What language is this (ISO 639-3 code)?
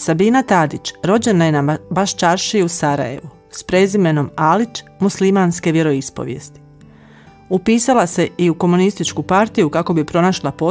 bos